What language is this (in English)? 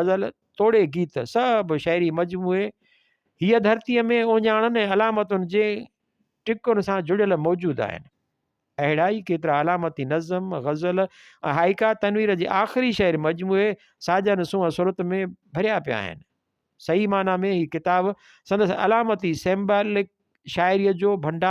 Sindhi